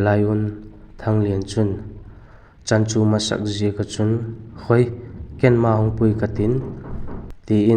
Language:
Vaiphei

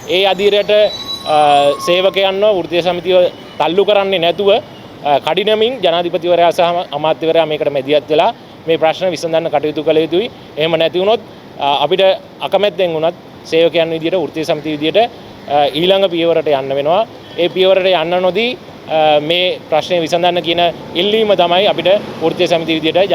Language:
Sinhala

